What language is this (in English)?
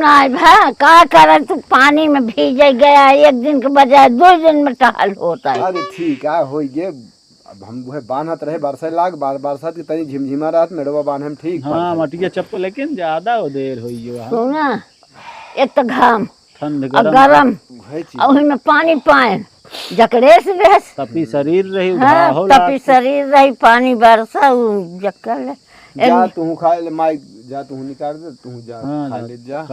Awadhi